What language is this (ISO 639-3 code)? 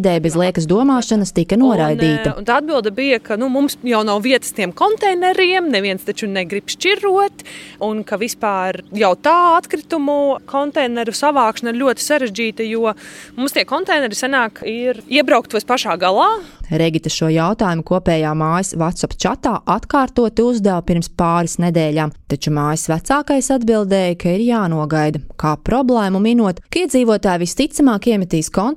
lav